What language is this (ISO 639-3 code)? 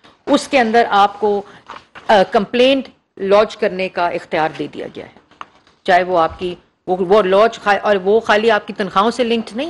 urd